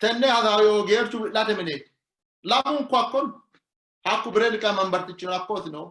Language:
Sidamo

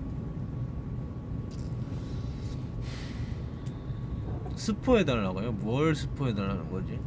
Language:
Korean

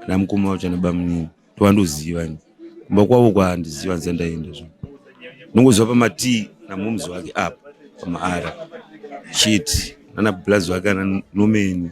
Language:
Shona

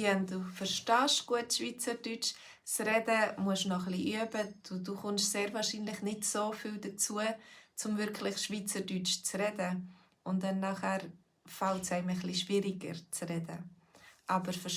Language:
Swiss German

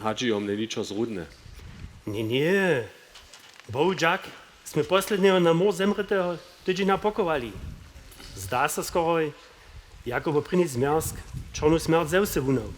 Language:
Upper Sorbian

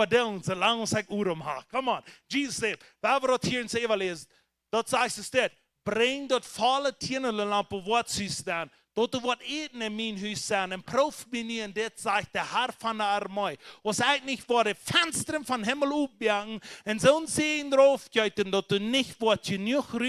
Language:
Plautdietsch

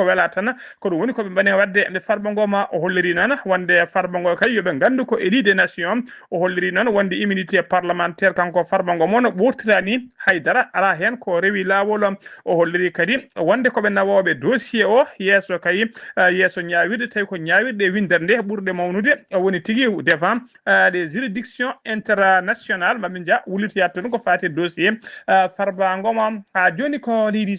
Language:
Fula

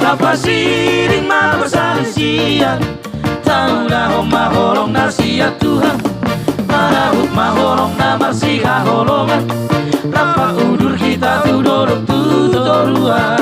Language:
Batak Toba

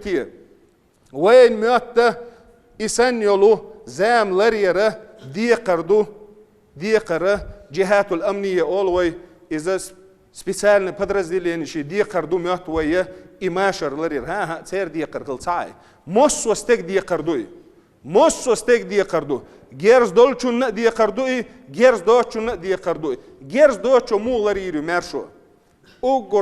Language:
Chechen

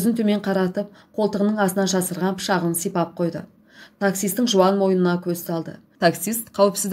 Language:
Kazakh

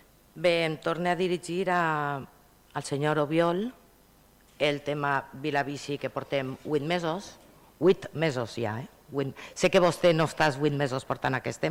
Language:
Catalan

